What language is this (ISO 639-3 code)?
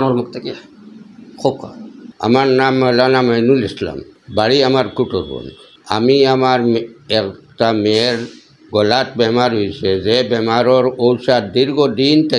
syl